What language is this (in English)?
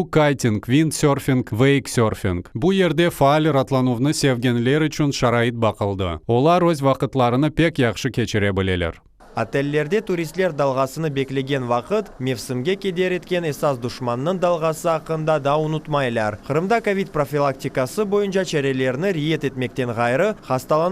Crimean Tatar